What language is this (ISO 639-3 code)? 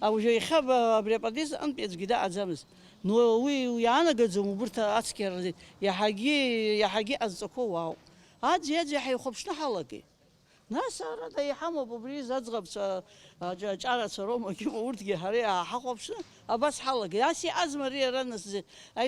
abk